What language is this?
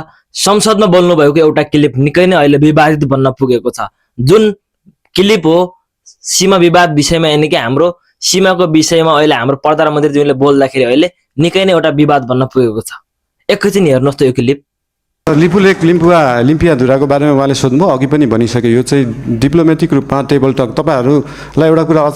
Nepali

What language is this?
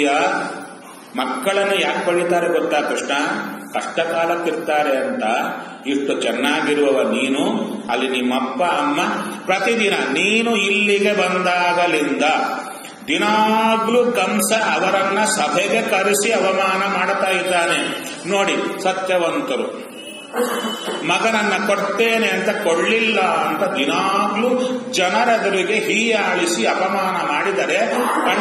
Kannada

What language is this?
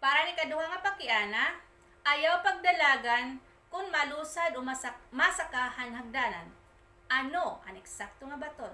Waray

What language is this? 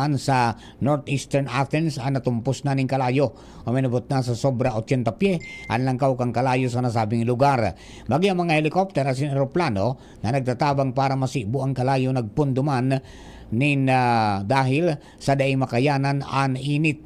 Bikol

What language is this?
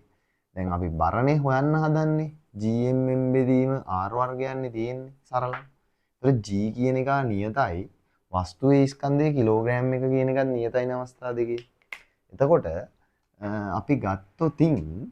Sinhala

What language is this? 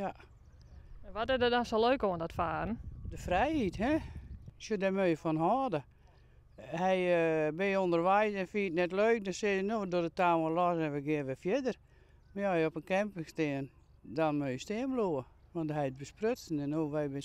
Western Frisian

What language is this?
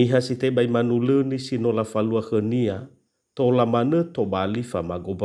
Nias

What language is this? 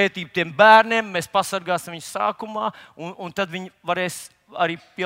Latvian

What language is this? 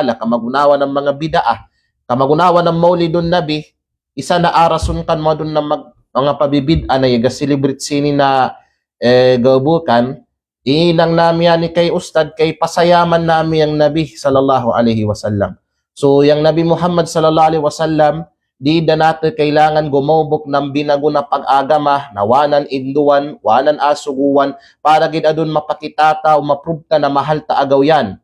Kalagan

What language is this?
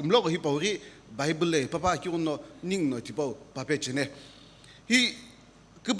Sumi Naga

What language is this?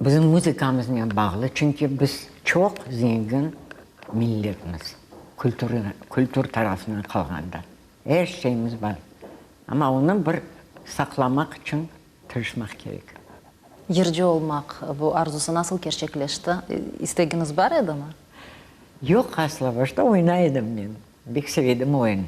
Crimean Tatar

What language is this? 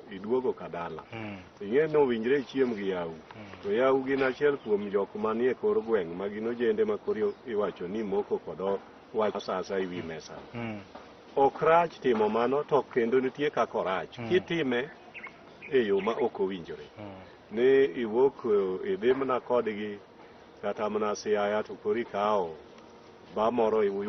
Luo (Kenya and Tanzania)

